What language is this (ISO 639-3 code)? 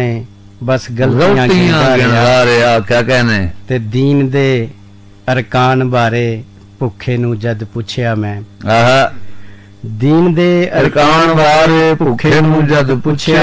pan